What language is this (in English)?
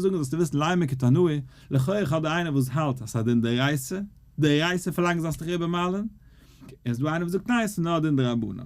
Yiddish